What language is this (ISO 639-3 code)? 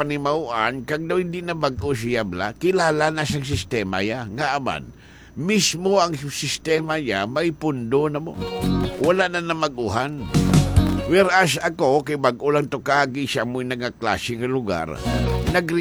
hil